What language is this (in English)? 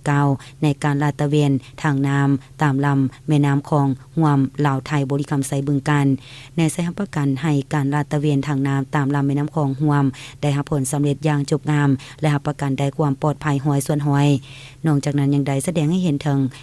Lao